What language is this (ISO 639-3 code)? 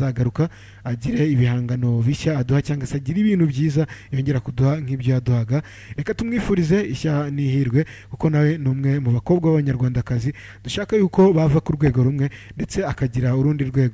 kin